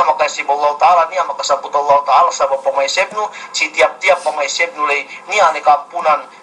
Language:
Yakan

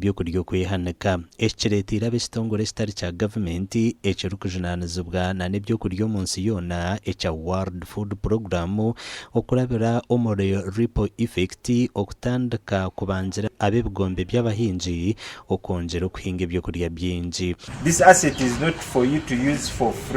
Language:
Nyankole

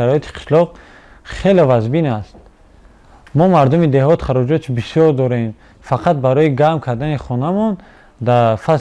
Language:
Tajik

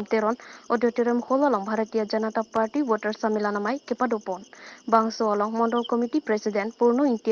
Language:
Karbi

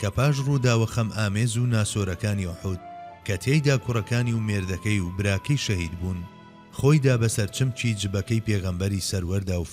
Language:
Central Kurdish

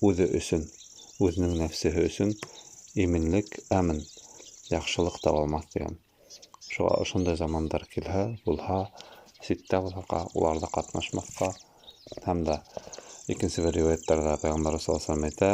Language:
Bashkir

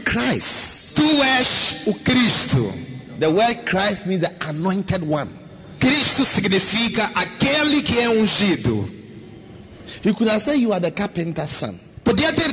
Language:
Portuguese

